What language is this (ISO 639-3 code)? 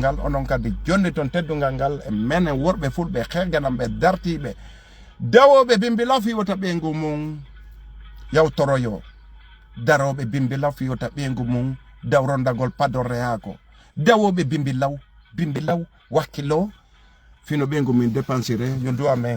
ful